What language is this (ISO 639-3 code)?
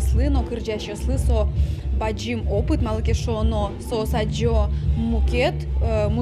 udm